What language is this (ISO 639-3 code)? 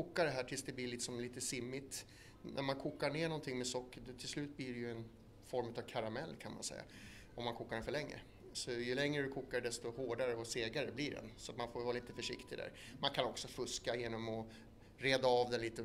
swe